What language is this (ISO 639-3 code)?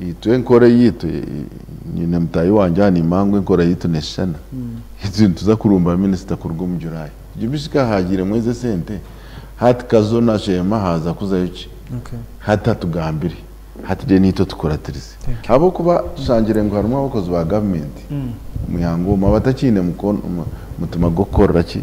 nyn